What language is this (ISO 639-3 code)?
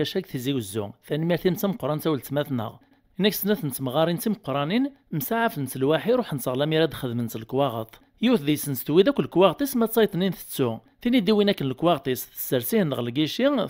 kab